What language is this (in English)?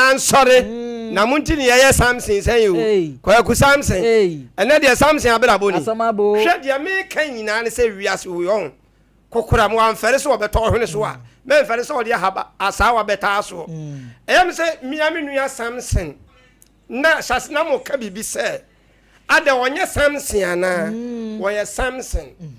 Akan